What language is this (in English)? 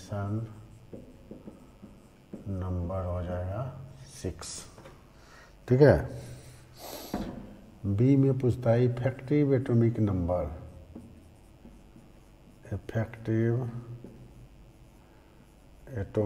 Hindi